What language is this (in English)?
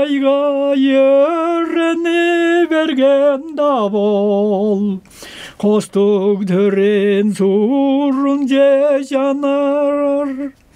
Tuvinian